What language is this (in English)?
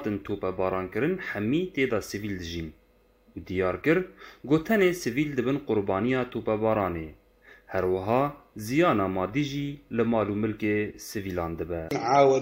Kurdish